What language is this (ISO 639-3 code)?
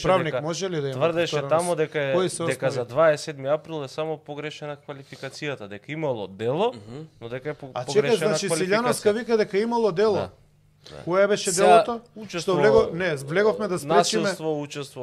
mkd